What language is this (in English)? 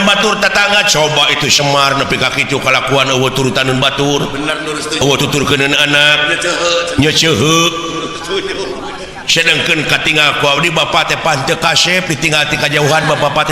Sundanese